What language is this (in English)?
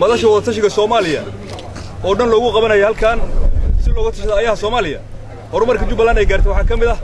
Somali